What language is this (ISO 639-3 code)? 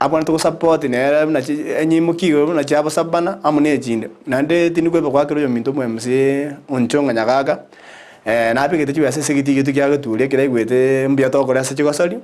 guz